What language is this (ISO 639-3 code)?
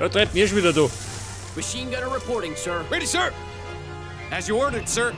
bar